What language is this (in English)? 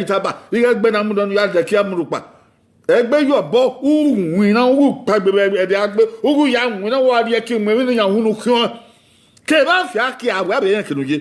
Bini